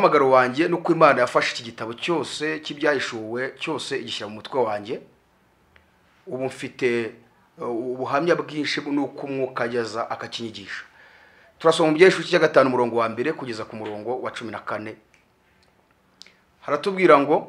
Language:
Kinyarwanda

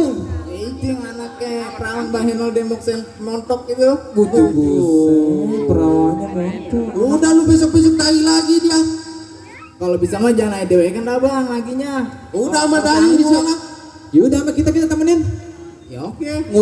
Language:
Betawi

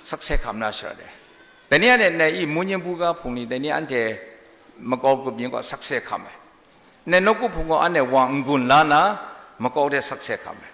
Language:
Kachin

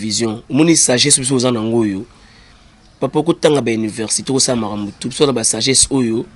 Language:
Lingala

